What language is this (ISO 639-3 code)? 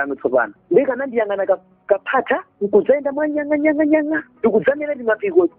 nya